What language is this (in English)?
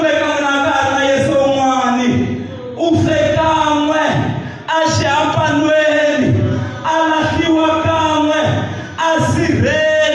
Tsonga